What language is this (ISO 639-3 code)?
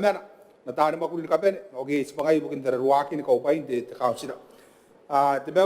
gil